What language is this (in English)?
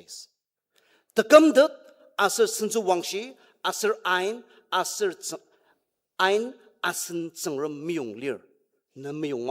Ao Naga